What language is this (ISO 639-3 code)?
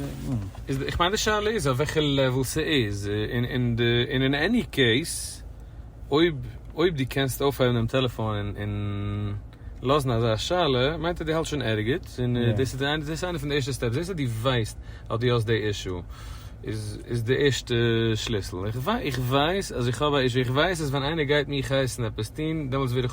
yid